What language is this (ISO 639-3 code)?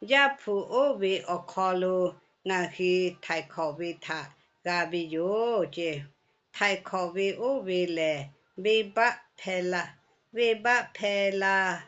lhu